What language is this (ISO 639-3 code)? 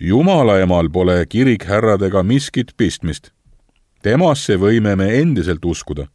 est